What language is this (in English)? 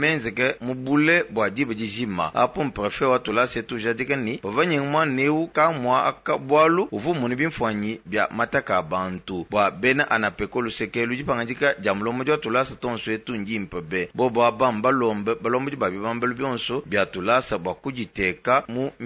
Luba-Lulua